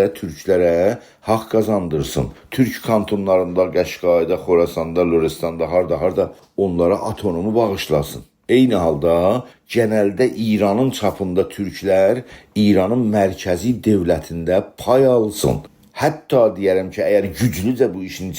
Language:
South Azerbaijani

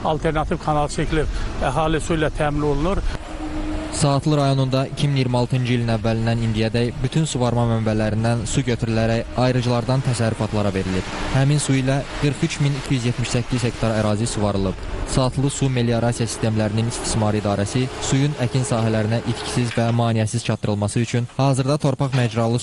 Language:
Azerbaijani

